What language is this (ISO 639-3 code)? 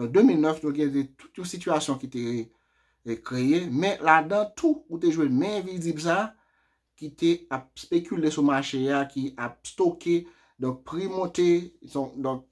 hat